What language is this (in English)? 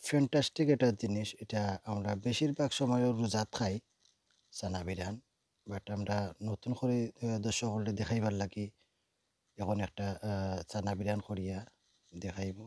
Sylheti